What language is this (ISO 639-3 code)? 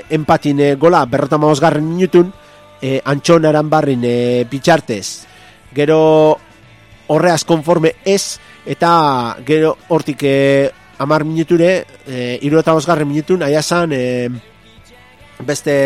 eus